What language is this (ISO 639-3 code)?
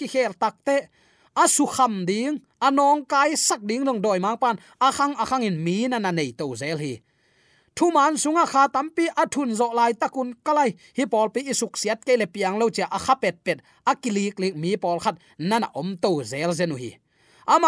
ctd